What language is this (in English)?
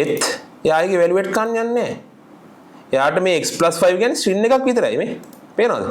Sinhala